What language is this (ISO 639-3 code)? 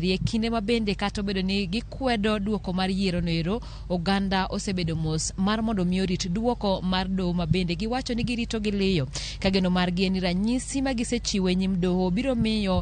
luo